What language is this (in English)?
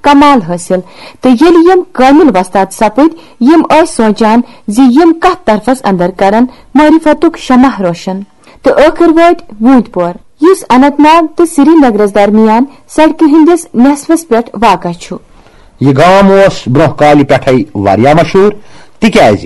Kashmiri